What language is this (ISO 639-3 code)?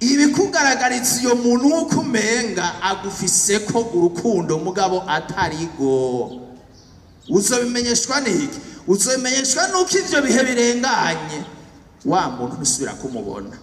run